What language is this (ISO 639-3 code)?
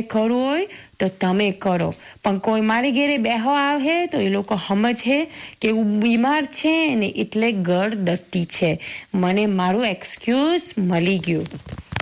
guj